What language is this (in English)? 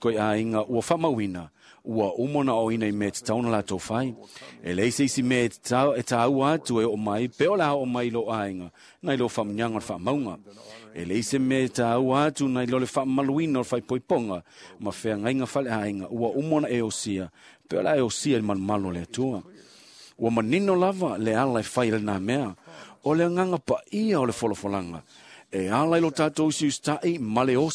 Samoan